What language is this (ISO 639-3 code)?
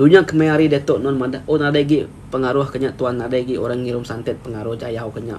iba